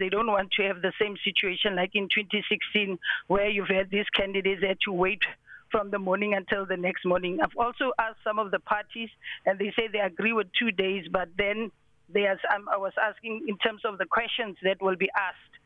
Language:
English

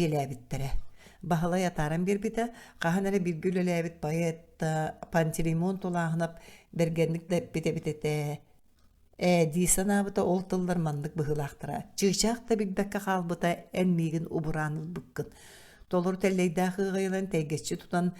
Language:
Yakut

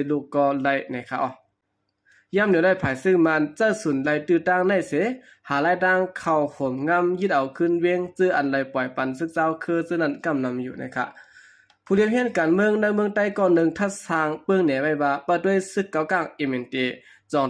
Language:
Shan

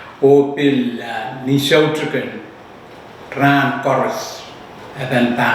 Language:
Pohnpeian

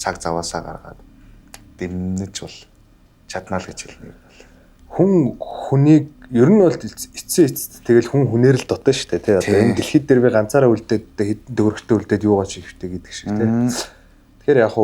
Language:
Mongolian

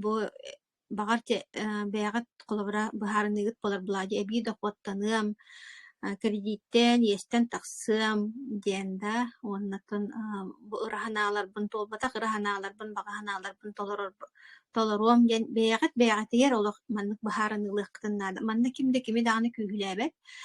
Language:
Yakut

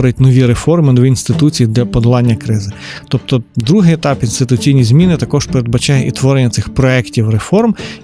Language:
Ukrainian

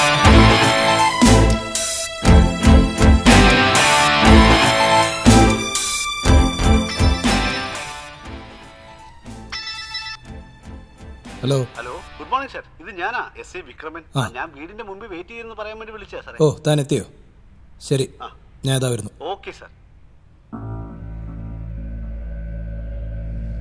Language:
Malayalam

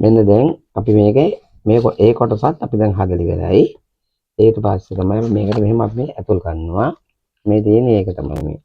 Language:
Sinhala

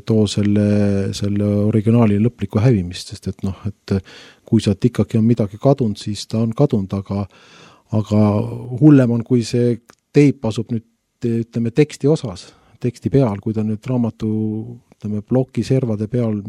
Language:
Estonian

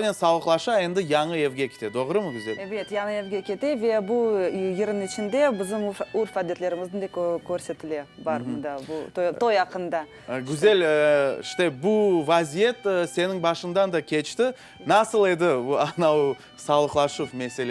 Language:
Crimean Tatar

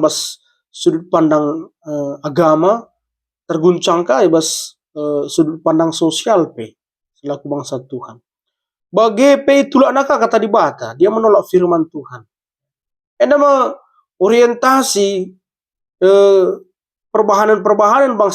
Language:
Batak Karo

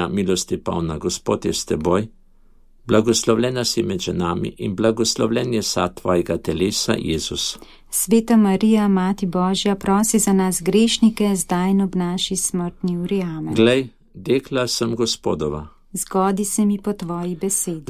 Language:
Slovenian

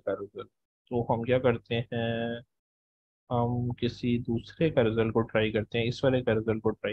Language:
Hindi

